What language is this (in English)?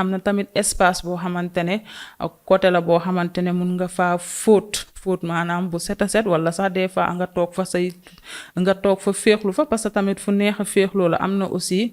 Wolof